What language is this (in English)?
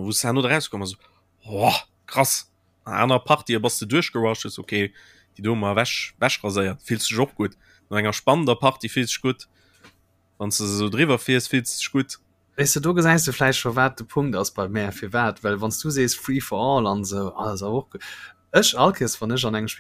Luxembourgish